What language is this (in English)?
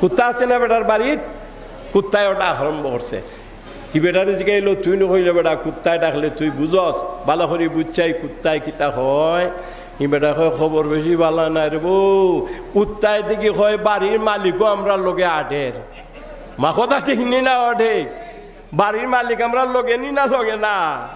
Sylheti